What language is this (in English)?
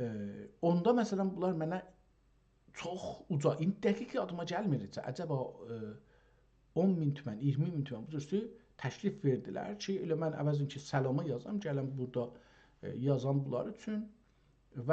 South Azerbaijani